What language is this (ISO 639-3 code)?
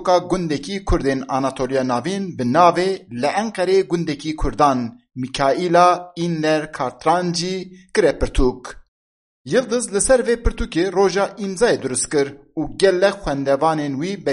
kur